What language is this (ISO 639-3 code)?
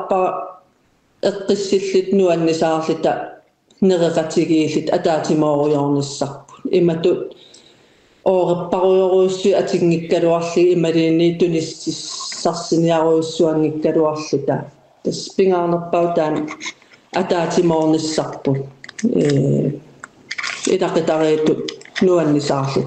kal